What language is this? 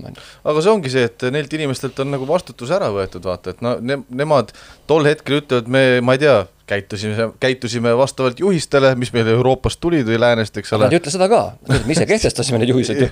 Estonian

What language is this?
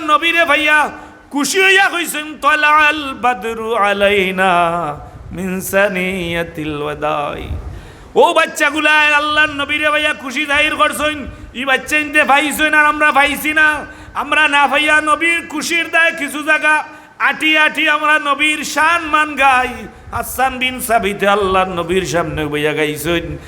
Sylheti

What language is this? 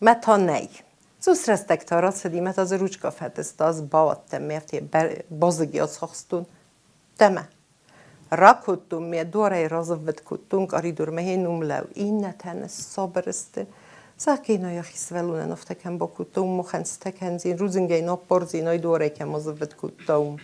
Ossetic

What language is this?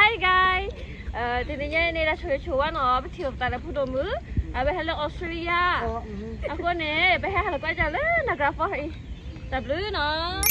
S'gaw Karen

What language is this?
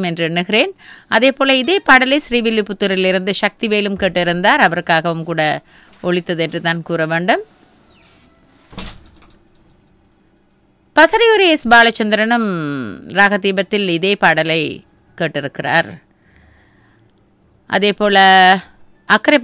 Tamil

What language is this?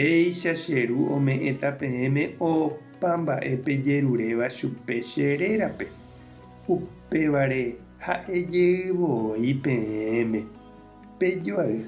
Guarani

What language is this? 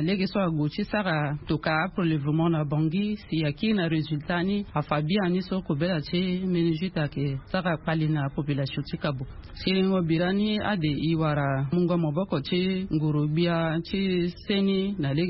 Sango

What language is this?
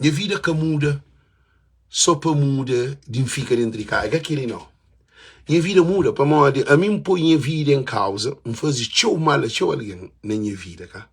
Kabuverdianu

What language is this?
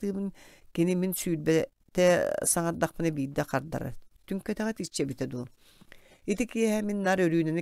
Yakut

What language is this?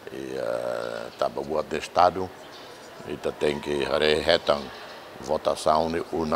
Tetum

